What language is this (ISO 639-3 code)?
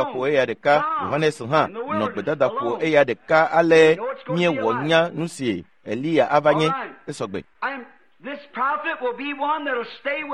ewe